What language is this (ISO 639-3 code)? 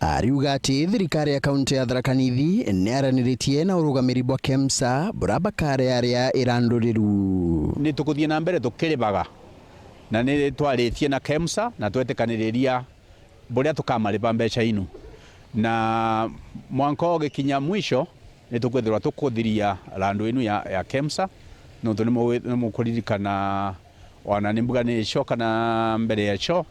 mer